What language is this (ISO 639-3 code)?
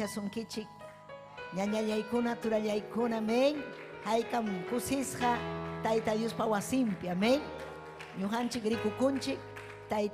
quy